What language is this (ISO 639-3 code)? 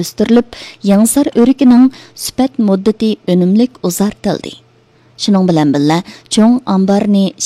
uig